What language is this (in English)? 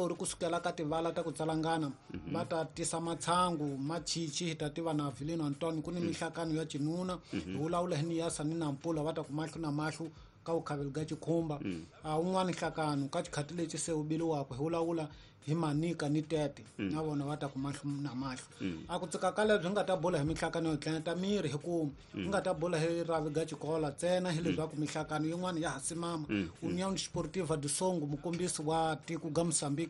Tsonga